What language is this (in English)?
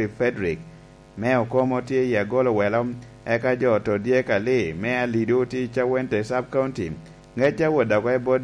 Lango (Uganda)